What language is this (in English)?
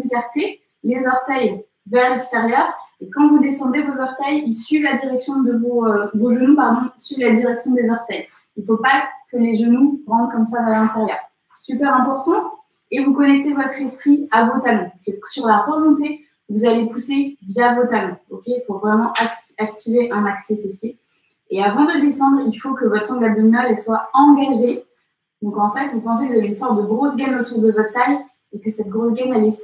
French